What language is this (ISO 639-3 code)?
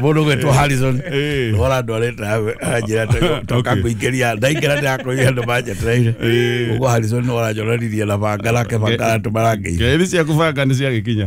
kik